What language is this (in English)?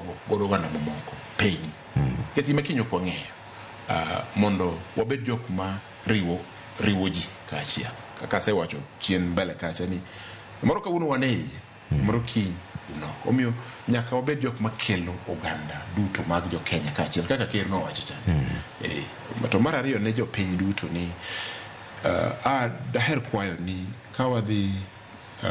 Luo (Kenya and Tanzania)